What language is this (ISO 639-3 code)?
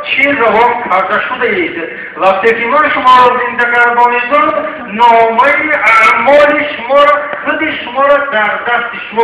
tgk